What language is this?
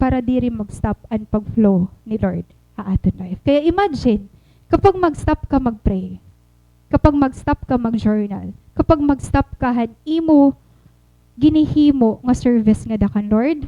Waray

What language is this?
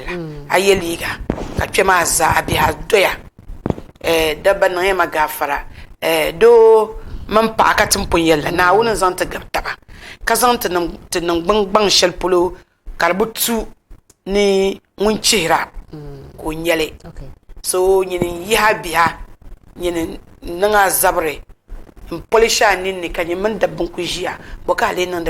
Dagbani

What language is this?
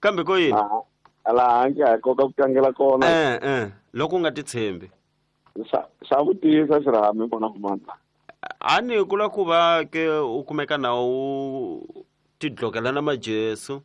Tsonga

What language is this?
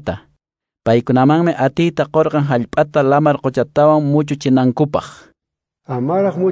Quechua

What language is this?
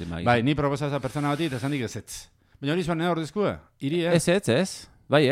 Basque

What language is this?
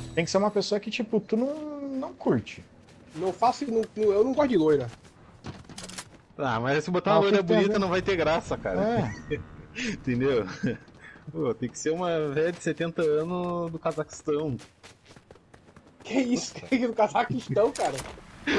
Portuguese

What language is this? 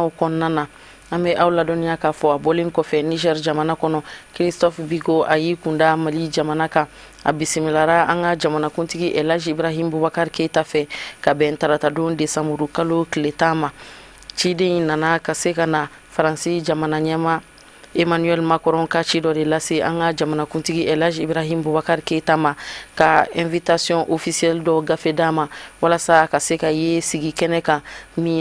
Bambara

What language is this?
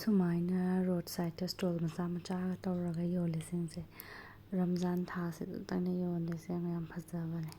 Manipuri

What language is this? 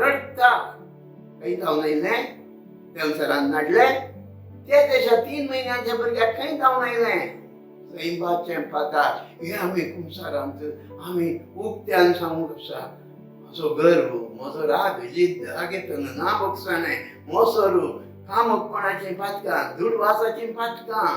Konkani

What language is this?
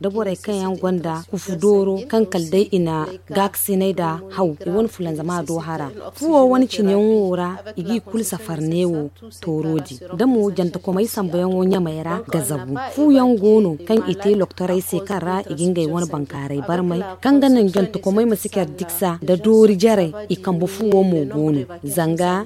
Zarma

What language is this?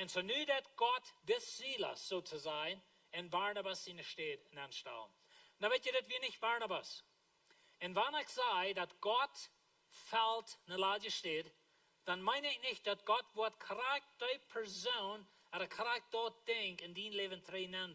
Plautdietsch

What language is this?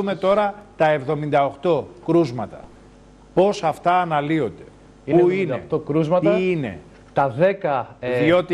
Greek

